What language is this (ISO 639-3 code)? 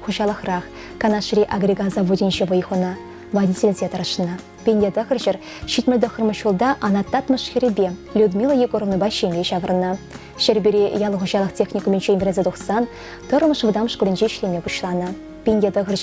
chv